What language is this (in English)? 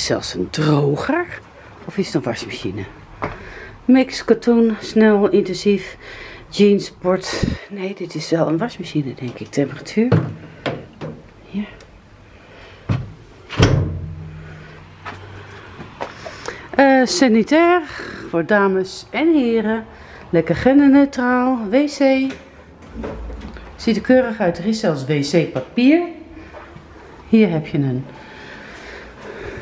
Dutch